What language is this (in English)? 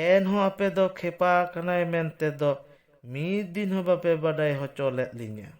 Santali